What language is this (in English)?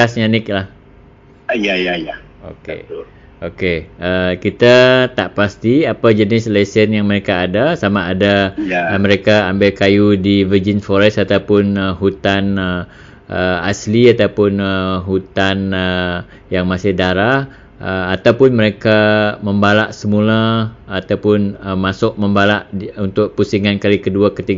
Malay